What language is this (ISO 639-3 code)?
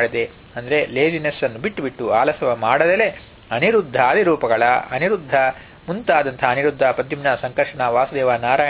kan